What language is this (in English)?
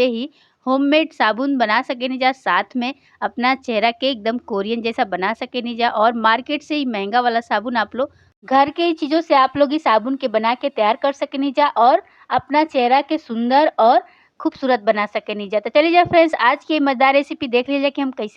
Bhojpuri